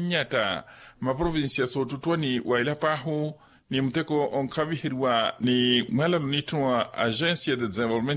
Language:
Makhuwa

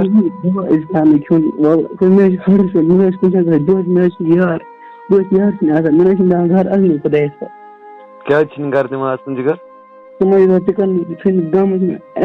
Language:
Kashmiri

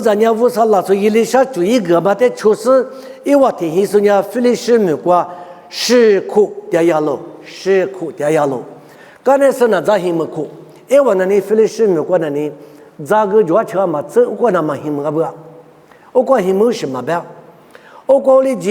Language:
Lisu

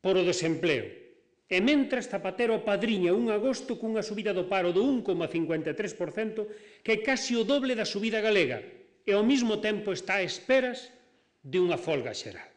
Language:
Galician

